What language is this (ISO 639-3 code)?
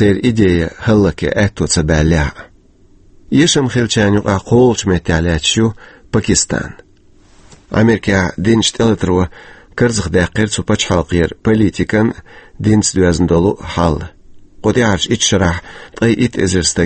che